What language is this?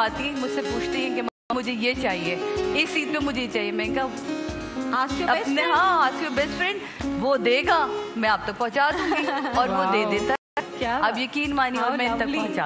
Hindi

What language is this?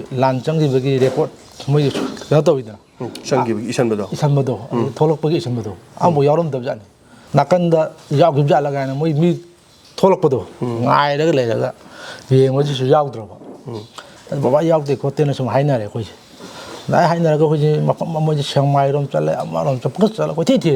Manipuri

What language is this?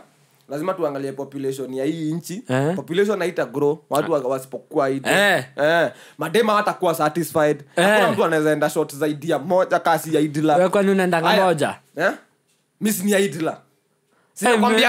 Swahili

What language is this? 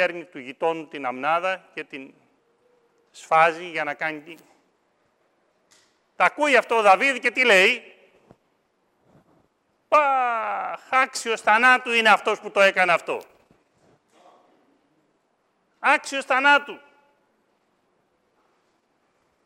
Greek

